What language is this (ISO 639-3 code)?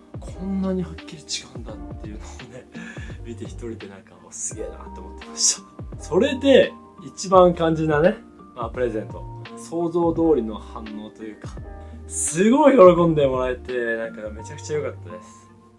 jpn